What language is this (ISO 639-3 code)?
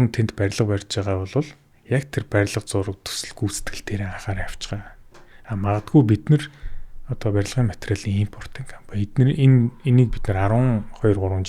mon